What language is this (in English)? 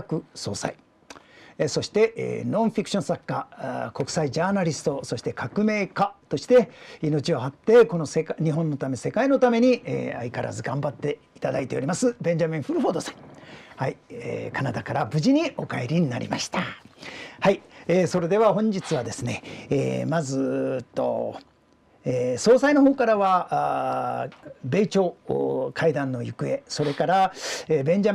Japanese